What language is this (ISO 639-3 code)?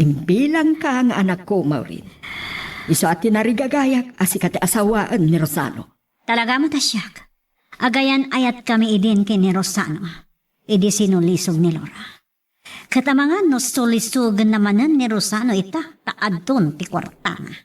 ilo